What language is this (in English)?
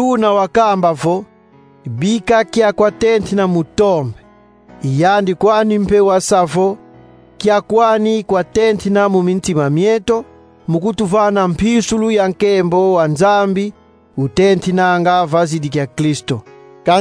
Kongo